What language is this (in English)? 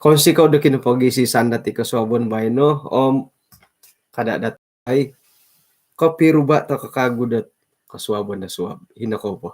Central Dusun